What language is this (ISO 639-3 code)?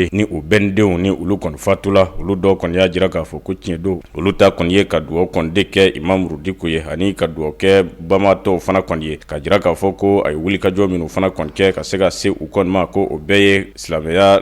bam